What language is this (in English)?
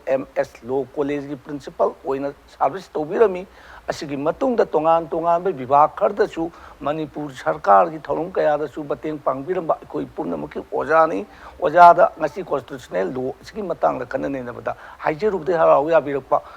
Manipuri